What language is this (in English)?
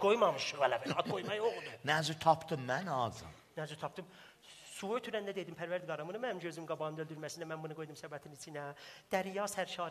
South Azerbaijani